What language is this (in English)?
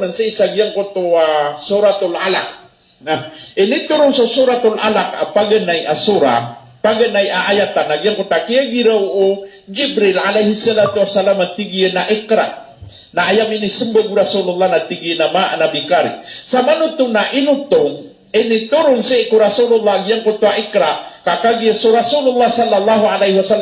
Maranao